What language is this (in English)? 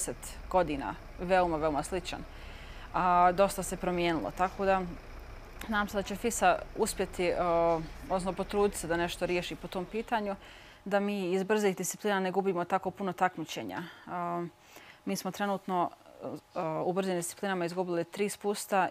Bosnian